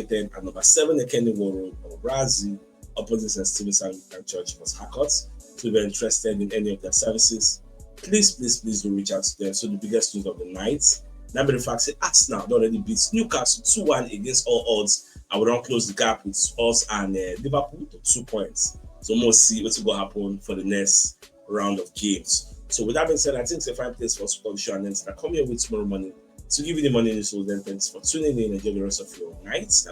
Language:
Nigerian Pidgin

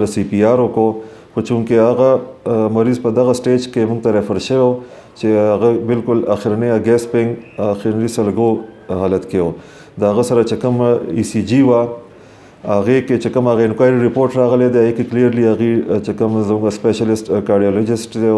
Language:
Pashto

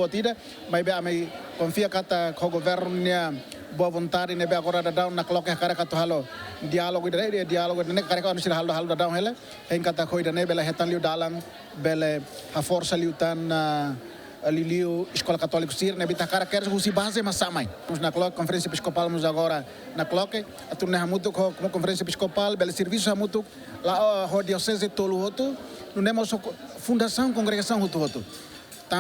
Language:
Tetum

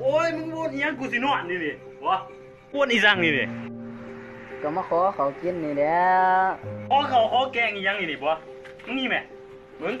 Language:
Lao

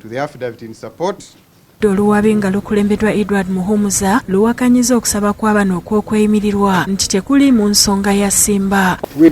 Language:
Ganda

